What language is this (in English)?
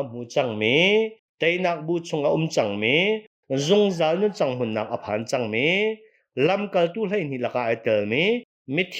Hakha Chin